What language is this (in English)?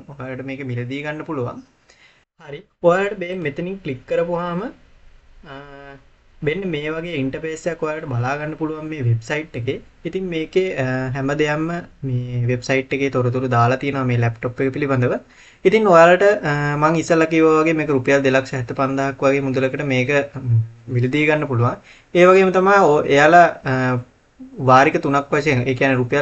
Sinhala